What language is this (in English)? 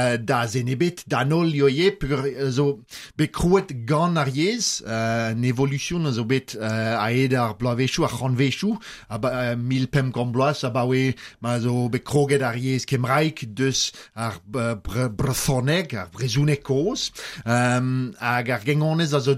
Breton